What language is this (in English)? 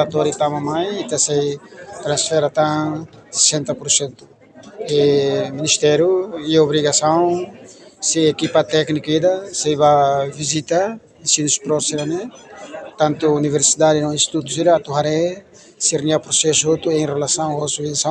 Tetum